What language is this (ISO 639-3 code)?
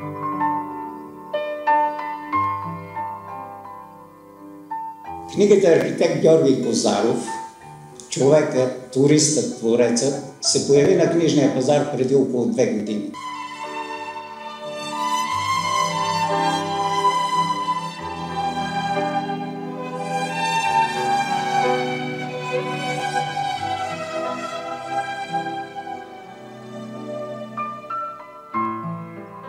bul